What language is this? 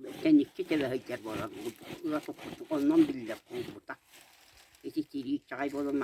Yakut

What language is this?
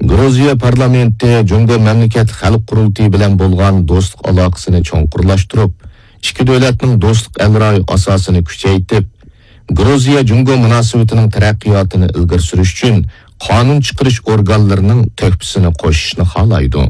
Uyghur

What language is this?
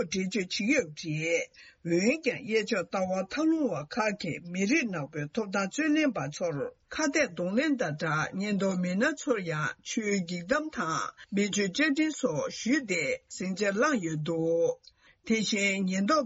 Tibetan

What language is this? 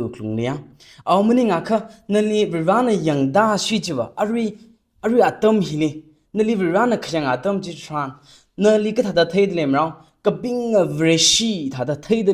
Tangkhul Naga (India)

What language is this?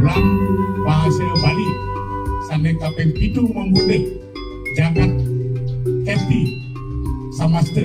Balinese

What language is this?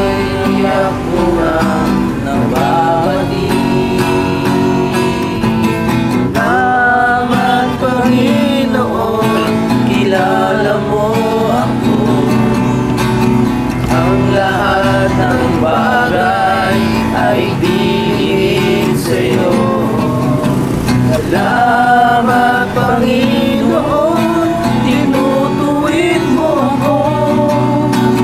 Filipino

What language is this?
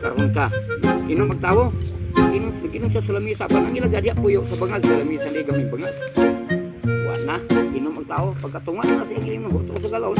Cebuano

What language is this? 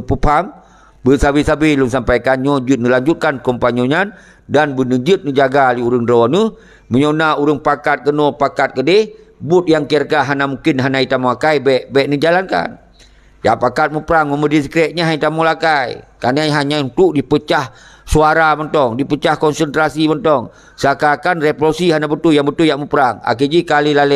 Achinese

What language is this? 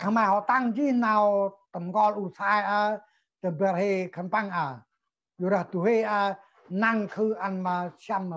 Central Mnong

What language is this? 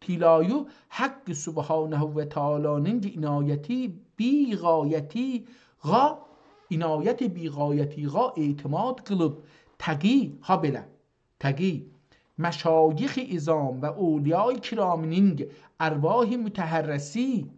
South Azerbaijani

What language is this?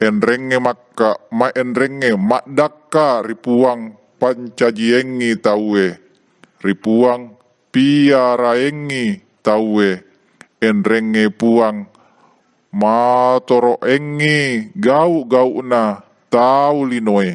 Buginese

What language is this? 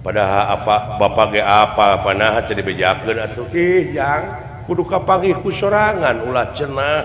Sundanese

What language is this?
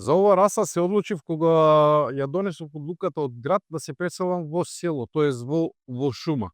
Macedonian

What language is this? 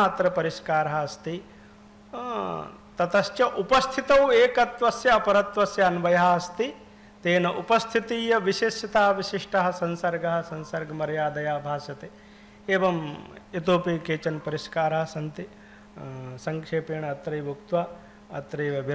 Sanskrit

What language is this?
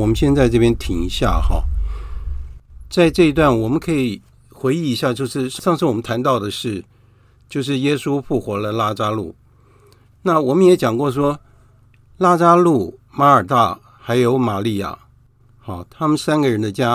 Chinese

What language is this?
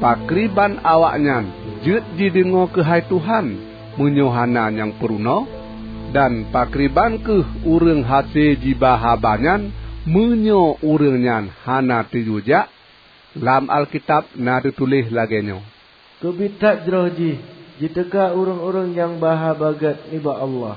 Achinese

